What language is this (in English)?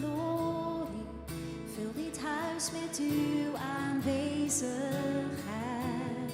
Papiamento